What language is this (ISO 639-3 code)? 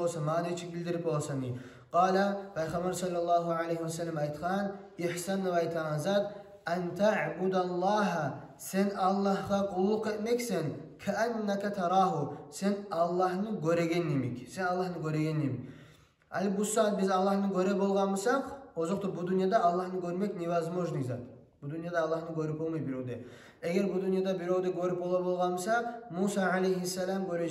kum